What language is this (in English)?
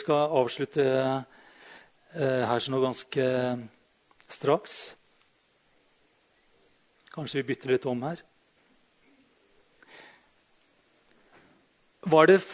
Norwegian